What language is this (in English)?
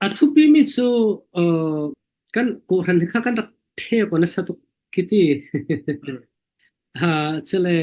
Falam Chin